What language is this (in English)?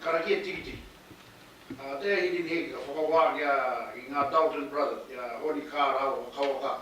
Māori